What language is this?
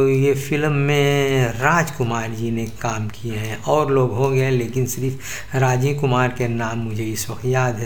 Hindi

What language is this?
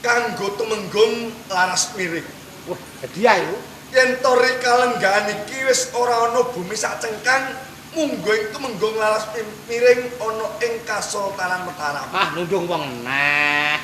Javanese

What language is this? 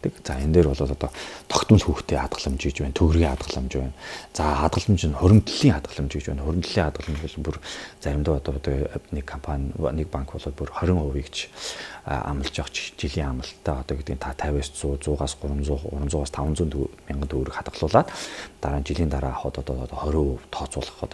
Mongolian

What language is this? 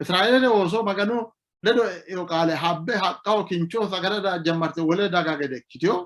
Sidamo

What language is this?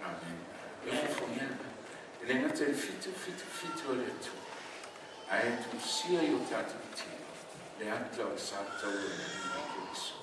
Samoan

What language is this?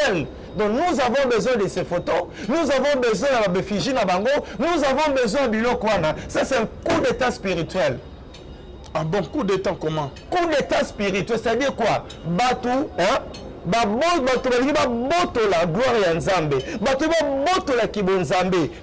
Lingala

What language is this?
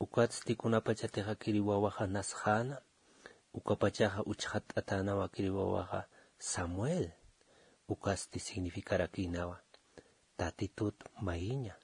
Aymara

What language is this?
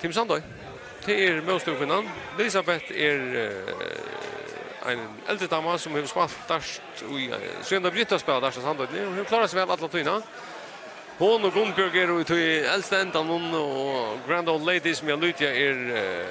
Faroese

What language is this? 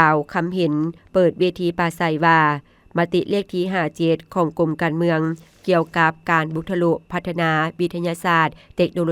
Lao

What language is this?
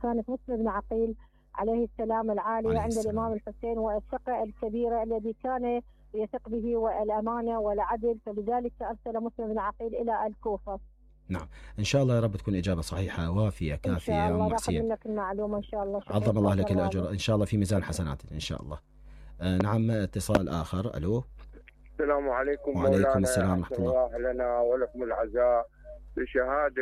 Mesopotamian Arabic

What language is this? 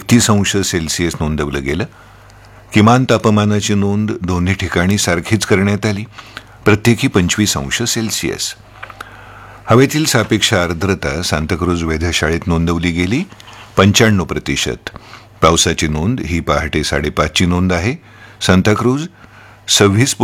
Marathi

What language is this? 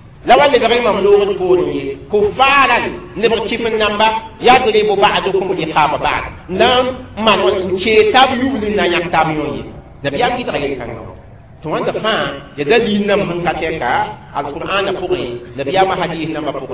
Mossi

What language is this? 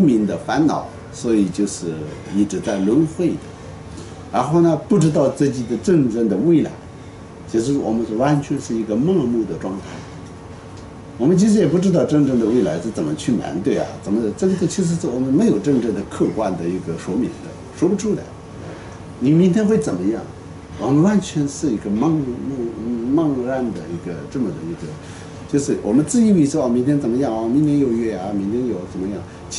Chinese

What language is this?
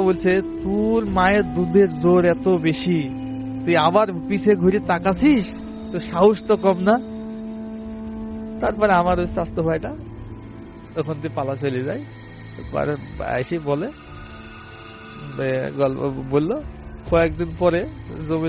Bangla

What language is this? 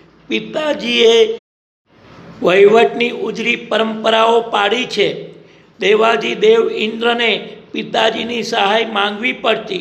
Gujarati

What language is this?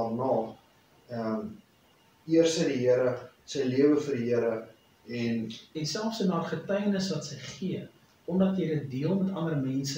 Afrikaans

